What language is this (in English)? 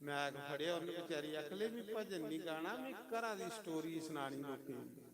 Dogri